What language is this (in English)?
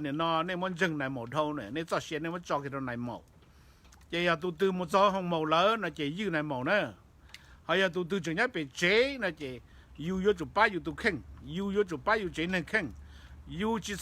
Hmong